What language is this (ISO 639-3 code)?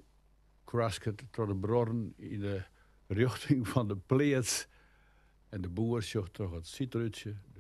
fry